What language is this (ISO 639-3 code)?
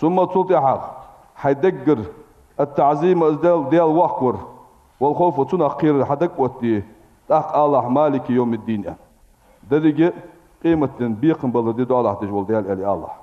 inh